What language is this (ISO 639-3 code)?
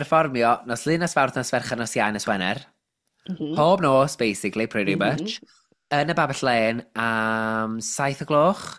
cym